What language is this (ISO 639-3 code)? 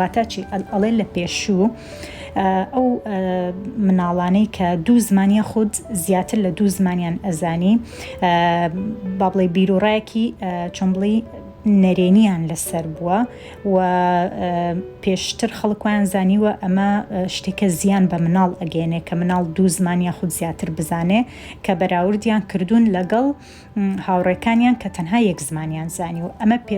ckb